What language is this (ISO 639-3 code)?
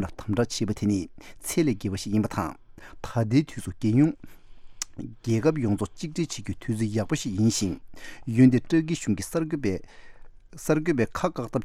bod